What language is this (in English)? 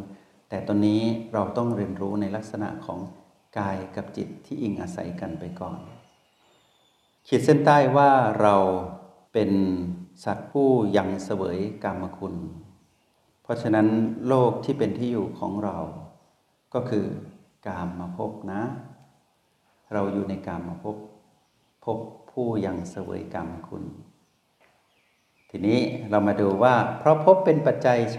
Thai